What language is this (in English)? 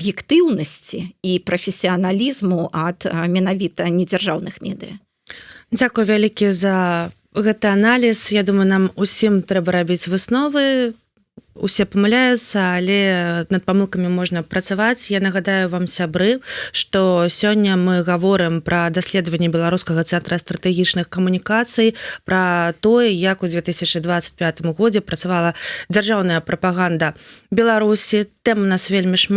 Belarusian